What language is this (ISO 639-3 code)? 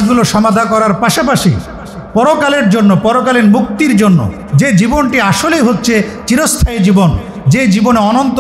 ben